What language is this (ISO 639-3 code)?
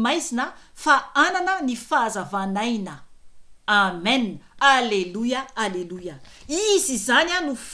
mlg